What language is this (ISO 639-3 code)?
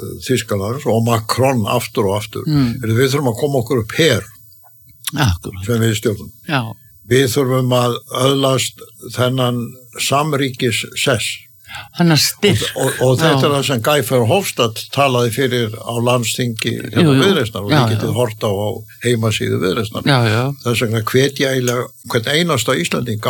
isl